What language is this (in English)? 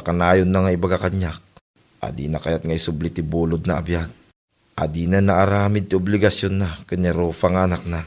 Iloko